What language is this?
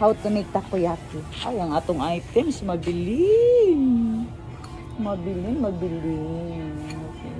Cebuano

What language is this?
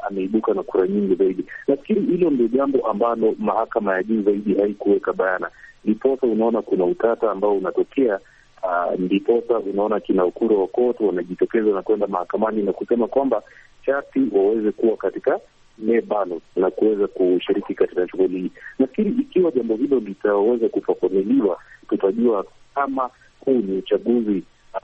Swahili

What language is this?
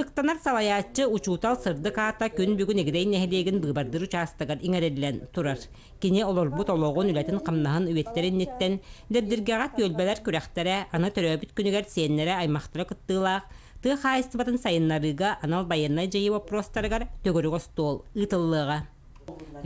Yakut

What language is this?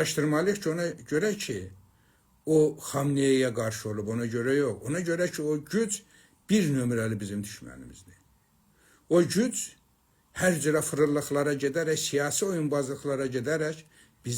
Azerbaijani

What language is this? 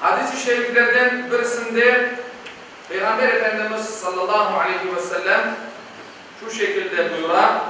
Crimean Tatar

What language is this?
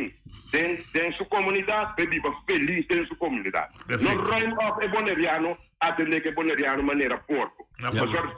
Papiamento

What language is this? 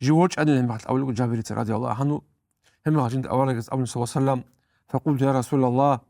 Avaric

